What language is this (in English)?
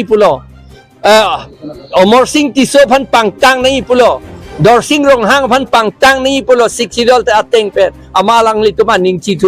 Karbi